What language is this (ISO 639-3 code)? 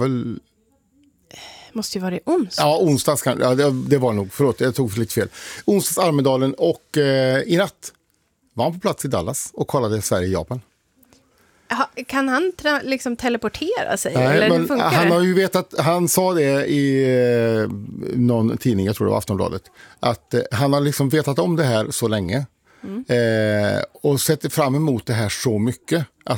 swe